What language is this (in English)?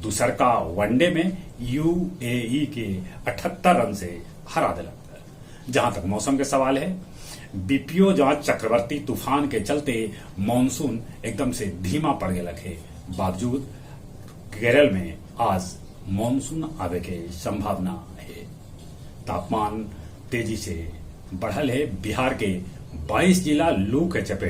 Magahi